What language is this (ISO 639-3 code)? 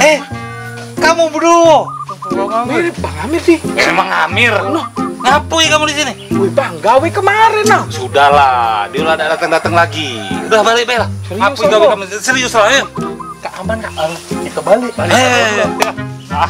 mui